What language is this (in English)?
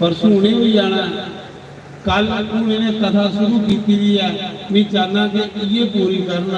Dogri